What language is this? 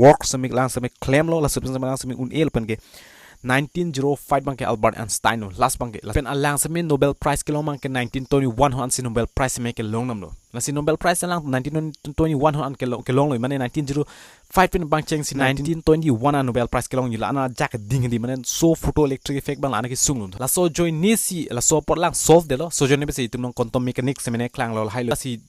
Karbi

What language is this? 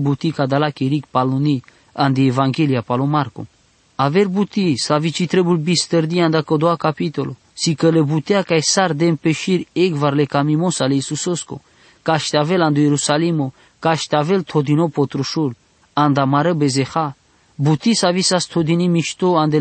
Basque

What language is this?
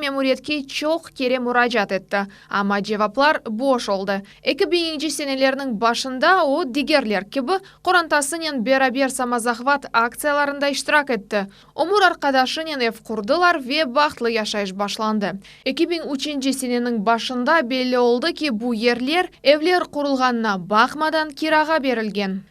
Crimean Tatar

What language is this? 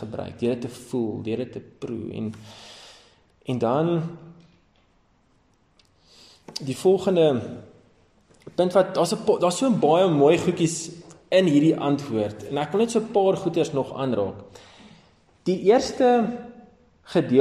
Afrikaans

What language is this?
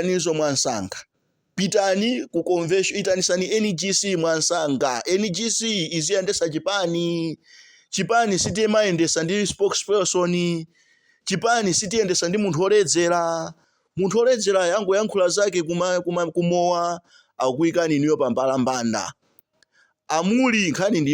Nyanja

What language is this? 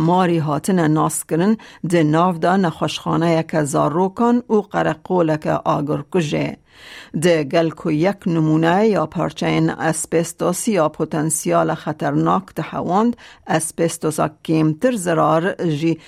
Kurdish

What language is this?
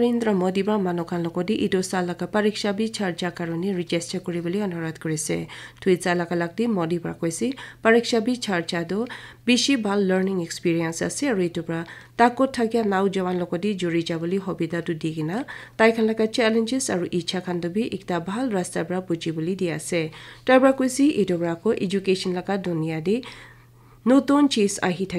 Naga Pidgin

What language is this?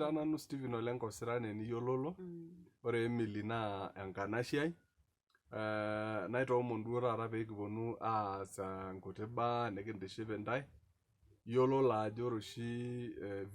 Masai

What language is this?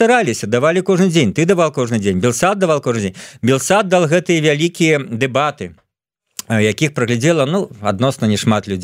Belarusian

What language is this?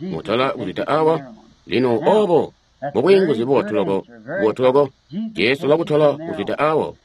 Tonga (Zambia)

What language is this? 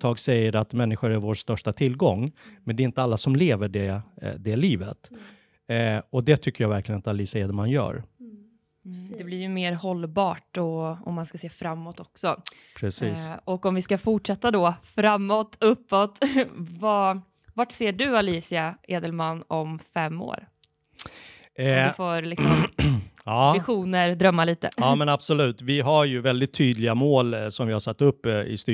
Swedish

